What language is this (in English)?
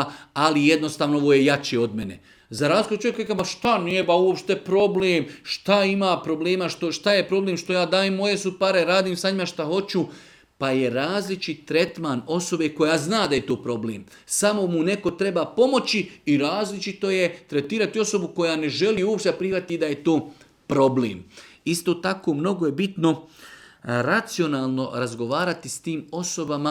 Bosnian